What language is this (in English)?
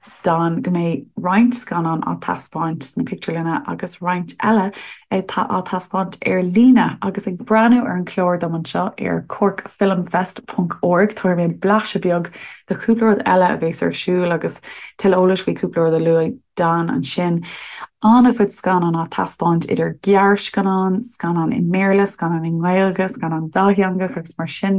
Irish